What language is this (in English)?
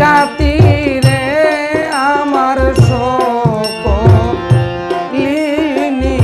Sylheti